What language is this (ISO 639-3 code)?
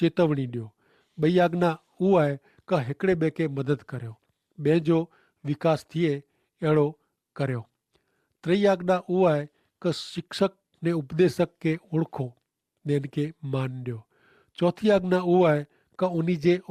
kfr